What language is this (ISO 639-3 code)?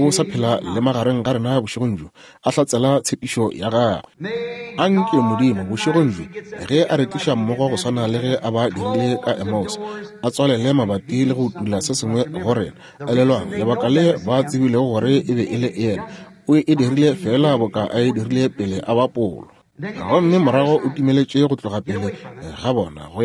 nso